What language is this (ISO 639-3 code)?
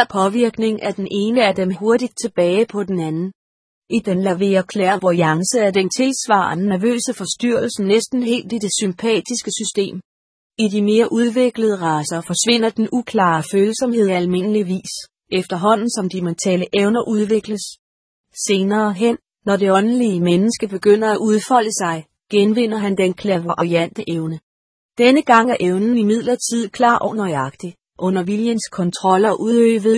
dan